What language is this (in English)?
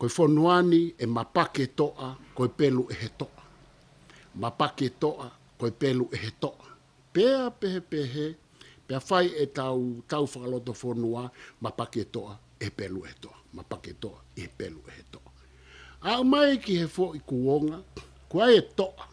Tongan